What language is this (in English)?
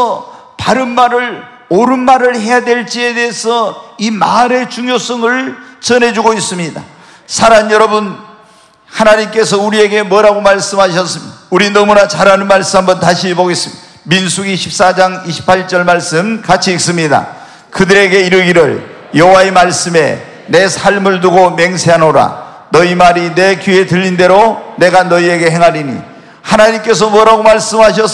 Korean